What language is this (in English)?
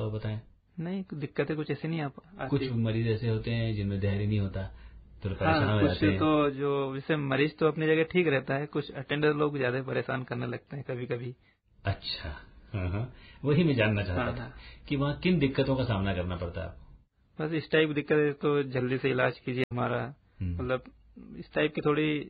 Hindi